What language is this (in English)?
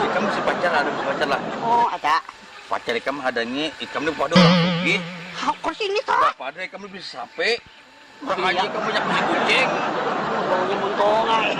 Banjar